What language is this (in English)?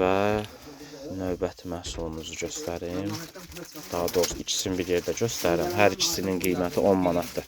Azerbaijani